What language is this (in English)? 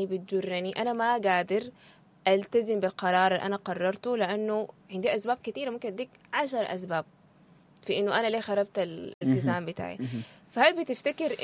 Sudanese Arabic